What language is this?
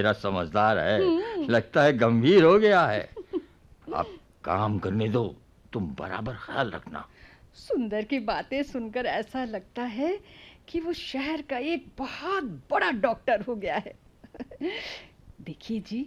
Hindi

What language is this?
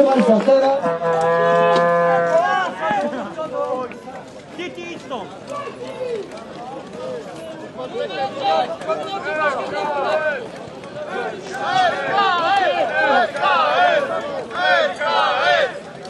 Polish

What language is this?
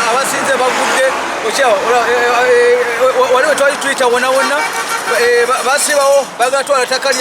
Soga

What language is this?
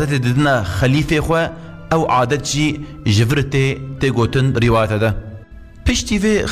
Kurdish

